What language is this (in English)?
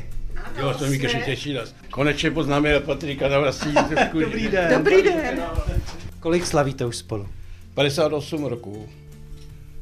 Czech